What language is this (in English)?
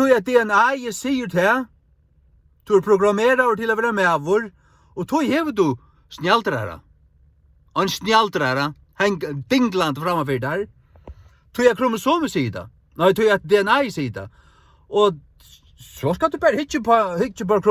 Faroese